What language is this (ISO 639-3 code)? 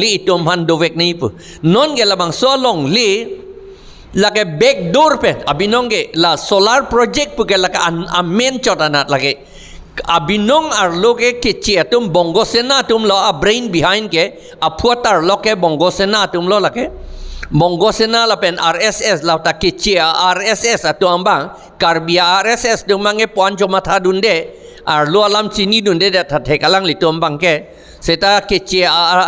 mjw